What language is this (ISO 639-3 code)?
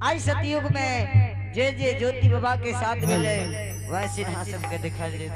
anp